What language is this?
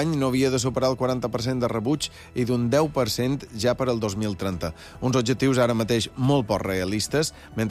Catalan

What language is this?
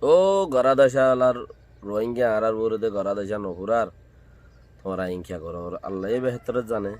Rohingya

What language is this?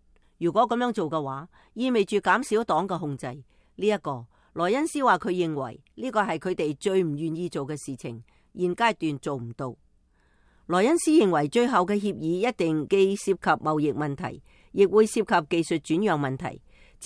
Cantonese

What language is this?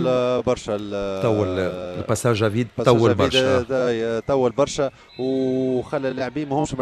Tunisian Arabic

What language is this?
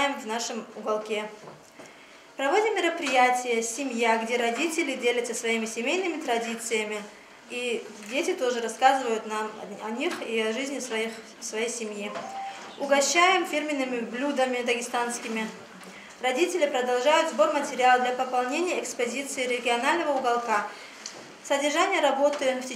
Russian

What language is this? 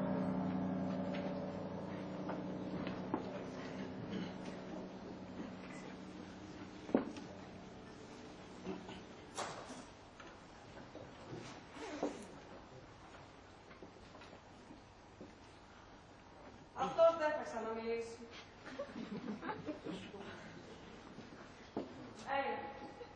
Greek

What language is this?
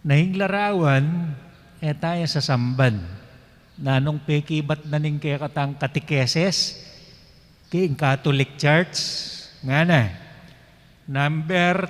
Pampanga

